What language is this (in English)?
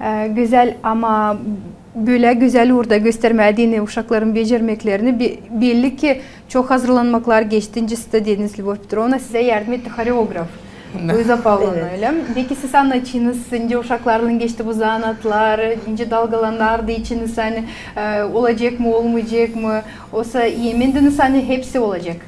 Gagauz